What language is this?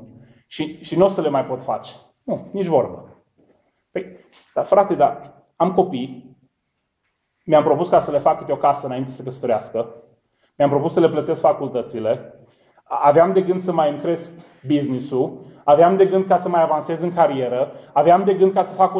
Romanian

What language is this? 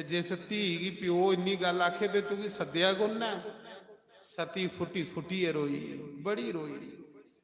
Dogri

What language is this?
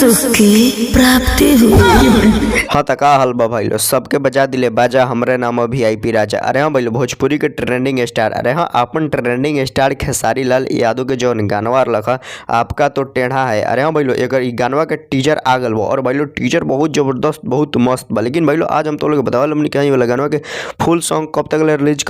Bhojpuri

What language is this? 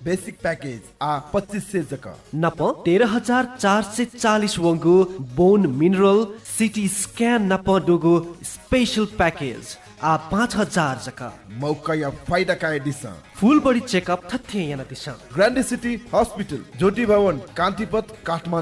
Newari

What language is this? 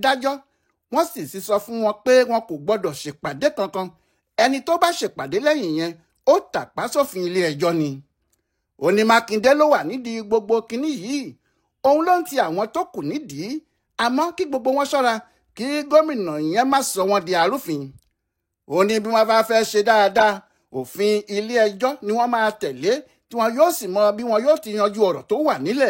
Yoruba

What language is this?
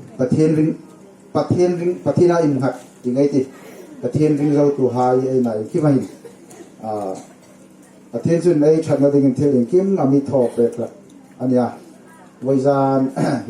Hmar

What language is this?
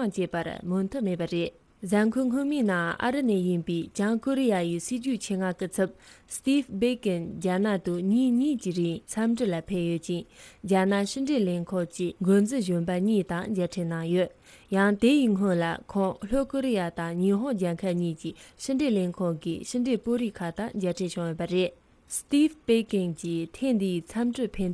Tibetan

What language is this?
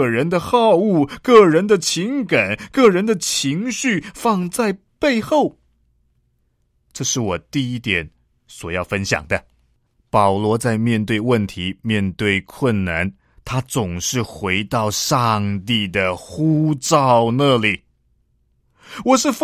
Chinese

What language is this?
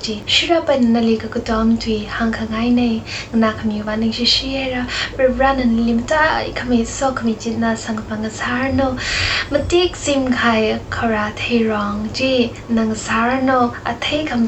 Tangkhul Naga (India)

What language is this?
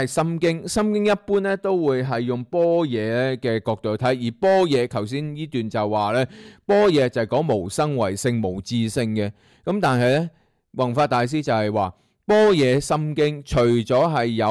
Cantonese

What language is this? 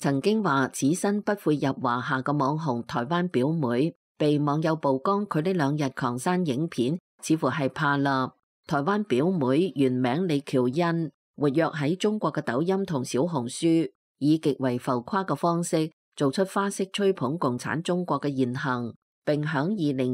Cantonese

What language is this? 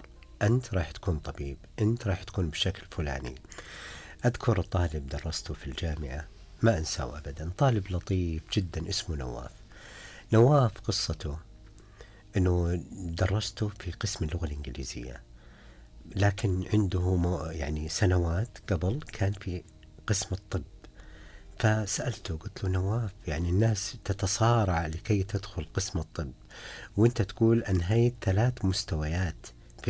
Najdi Arabic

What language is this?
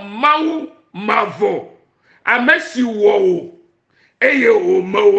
Ewe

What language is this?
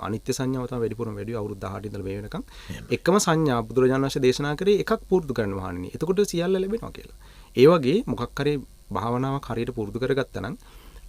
Sinhala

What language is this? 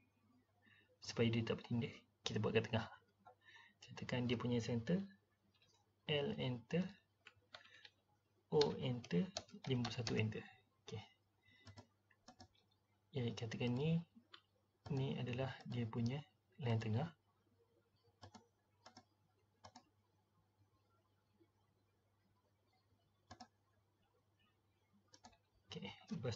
Malay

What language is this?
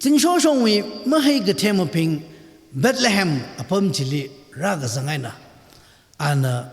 Tangkhul Naga (India)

